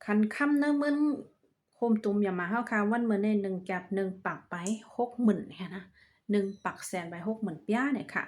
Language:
Shan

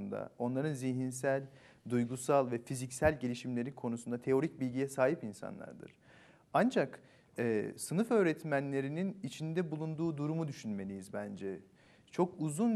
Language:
Turkish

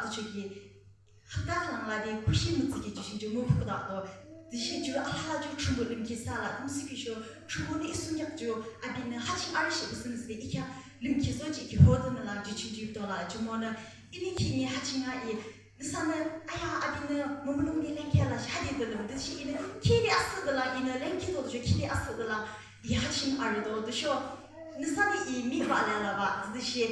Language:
Yimchungru Naga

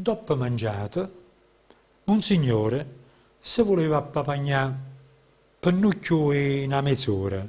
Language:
Neapolitan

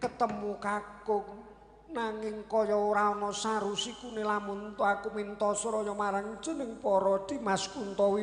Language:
Javanese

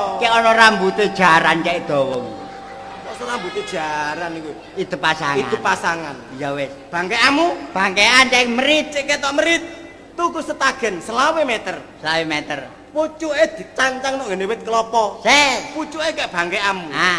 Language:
Javanese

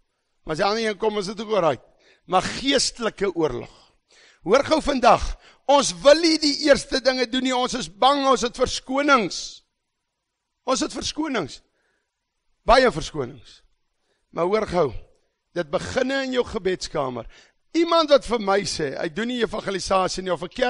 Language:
Afrikaans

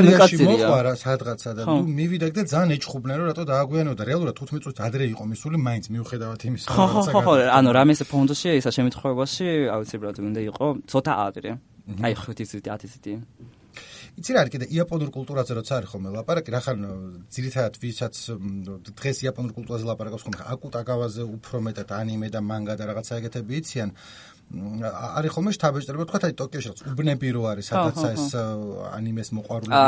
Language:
Georgian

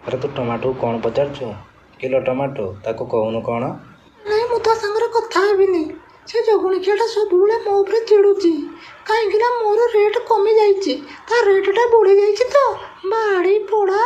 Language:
Odia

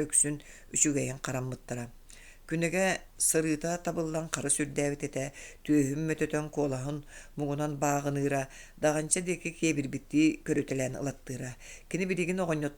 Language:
Yakut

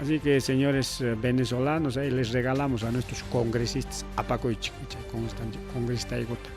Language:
Ayacucho Quechua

